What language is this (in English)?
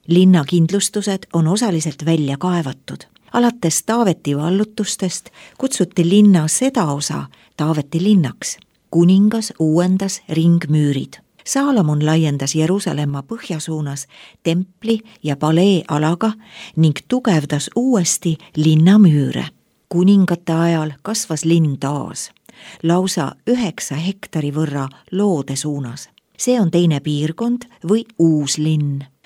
Estonian